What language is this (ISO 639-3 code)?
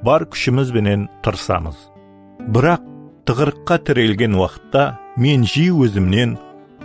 kaa